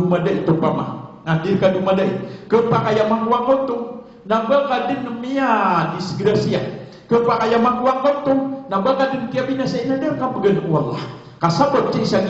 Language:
Maranao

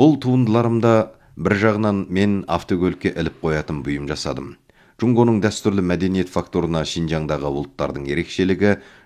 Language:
Kazakh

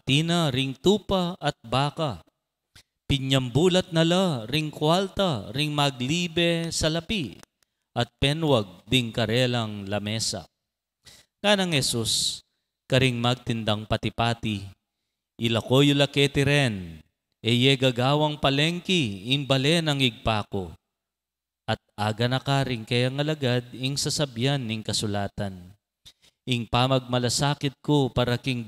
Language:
Pampanga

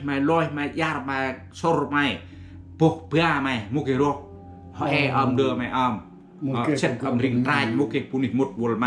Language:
Central Mnong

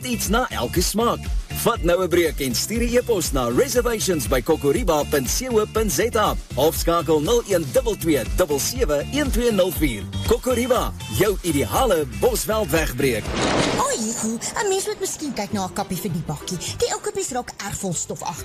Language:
Afrikaans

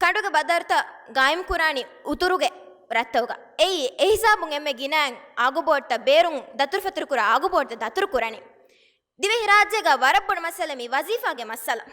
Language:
Divehi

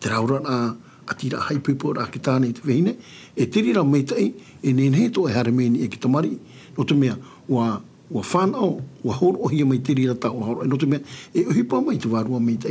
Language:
Tahitian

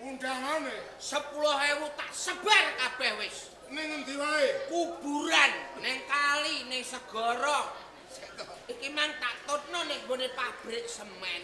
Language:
Javanese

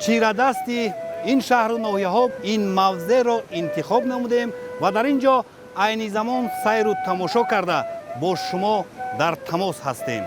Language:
Tajik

